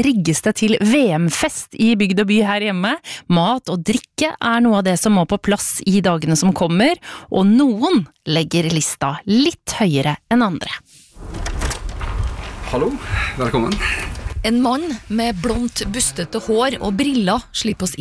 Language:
Norwegian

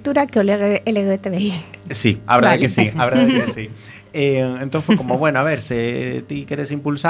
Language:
Galician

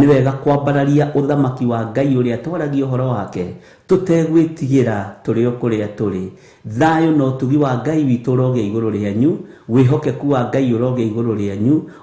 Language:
Kikuyu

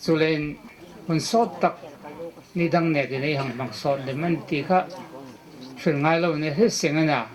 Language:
Hmar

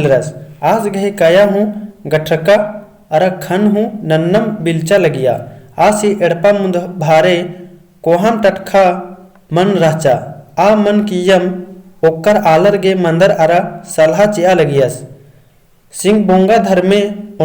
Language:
Kurukh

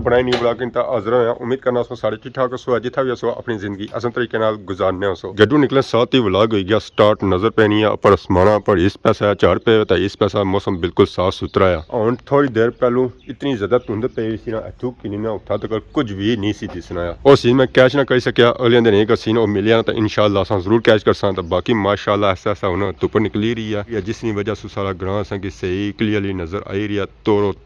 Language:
Pahari-Potwari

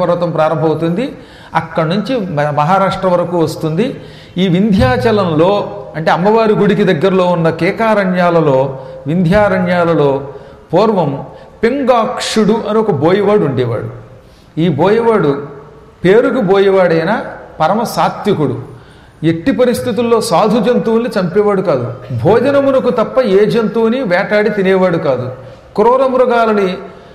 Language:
Telugu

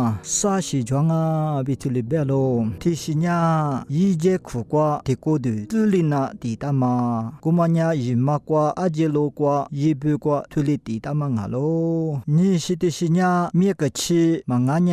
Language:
Lisu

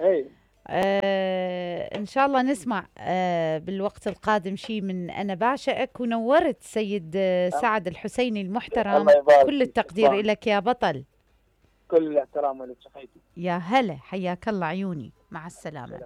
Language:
Mesopotamian Arabic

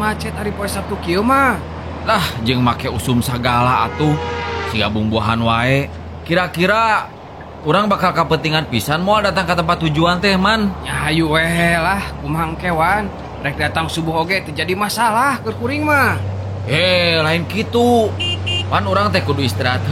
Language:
Sundanese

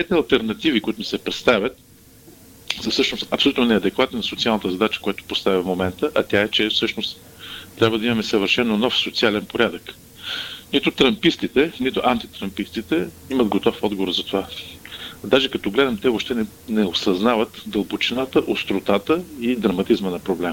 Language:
Bulgarian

